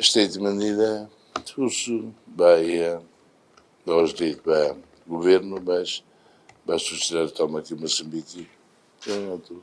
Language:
Tetum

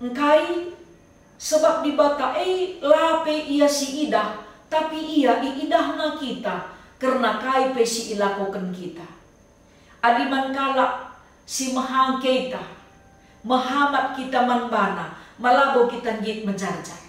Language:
Batak Karo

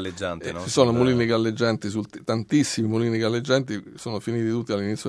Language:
Italian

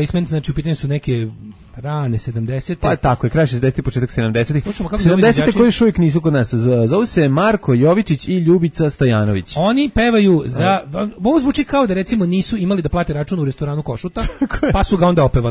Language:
Serbian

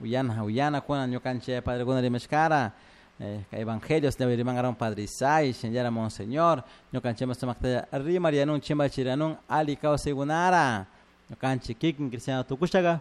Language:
Chimborazo Highland Quichua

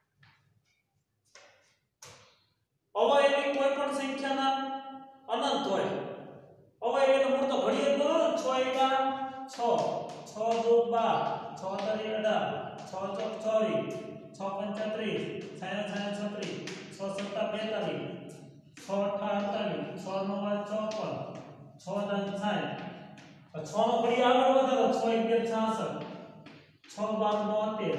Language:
Gujarati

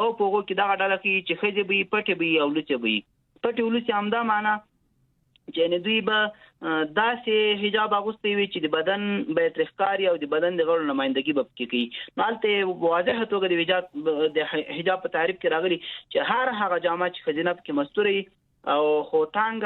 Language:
Pashto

